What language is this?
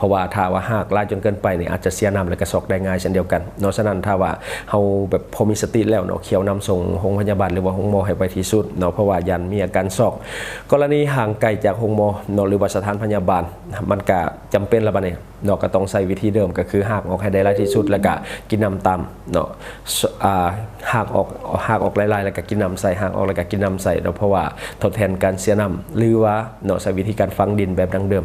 Lao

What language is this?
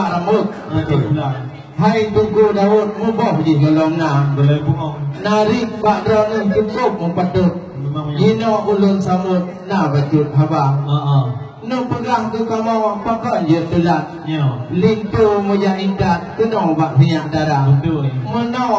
Achinese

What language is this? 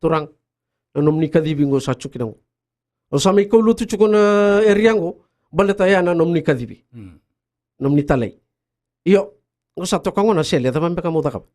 Fijian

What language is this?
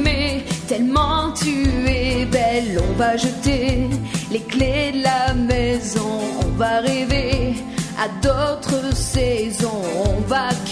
French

